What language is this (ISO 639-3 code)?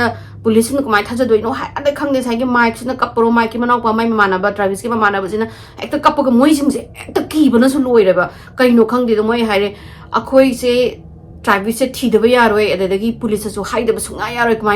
mni